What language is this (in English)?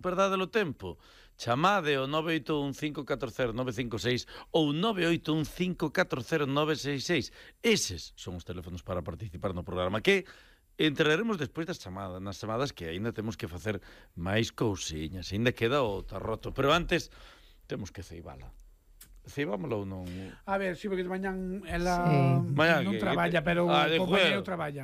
Galician